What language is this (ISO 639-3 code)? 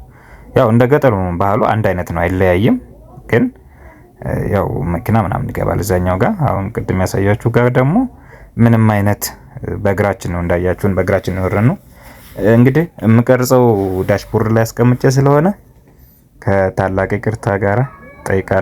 amh